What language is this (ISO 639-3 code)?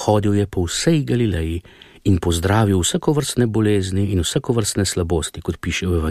slv